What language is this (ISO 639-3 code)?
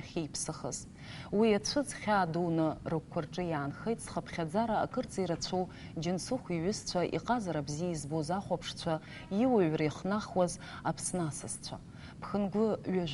abk